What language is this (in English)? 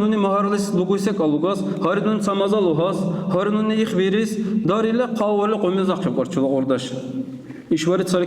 Dargwa